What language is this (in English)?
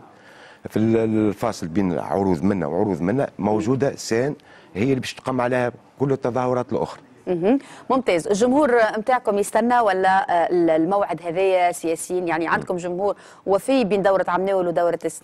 Tunisian Arabic